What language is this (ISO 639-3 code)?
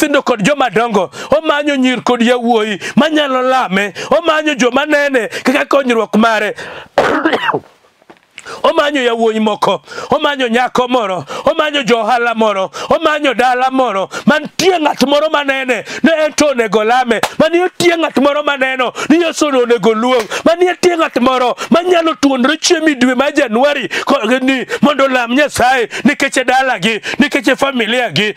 luo